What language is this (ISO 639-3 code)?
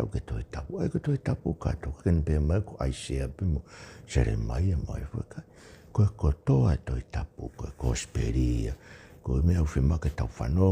ton